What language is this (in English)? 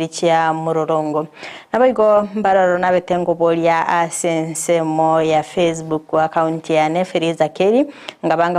Gusii